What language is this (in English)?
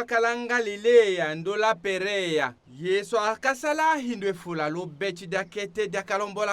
Tetela